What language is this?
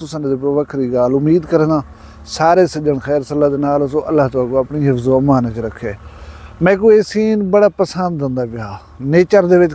Saraiki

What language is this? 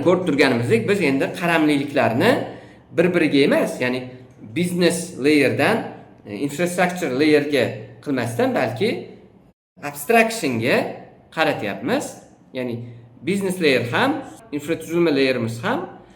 Uzbek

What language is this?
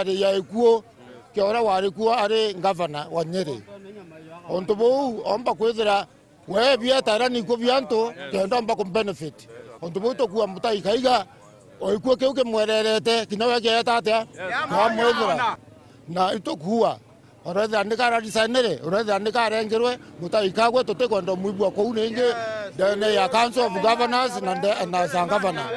Meru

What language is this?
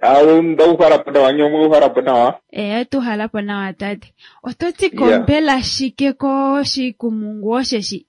Kuanyama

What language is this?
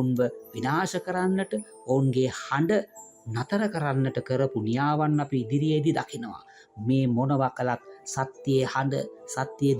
Sinhala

